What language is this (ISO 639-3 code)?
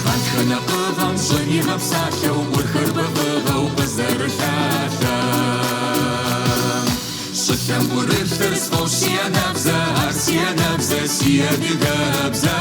kbd